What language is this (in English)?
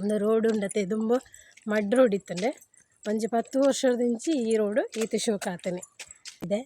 Tulu